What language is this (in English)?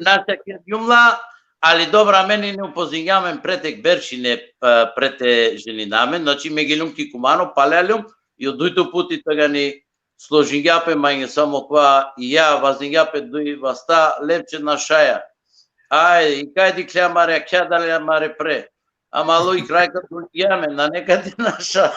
Balkan Romani